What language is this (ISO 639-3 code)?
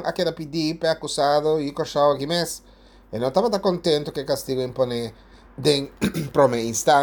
pap